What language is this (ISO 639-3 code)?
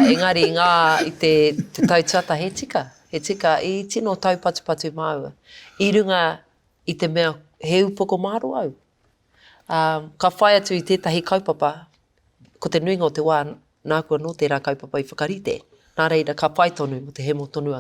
mri